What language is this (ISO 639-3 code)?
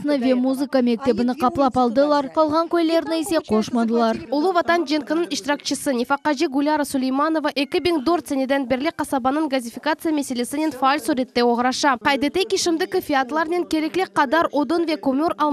crh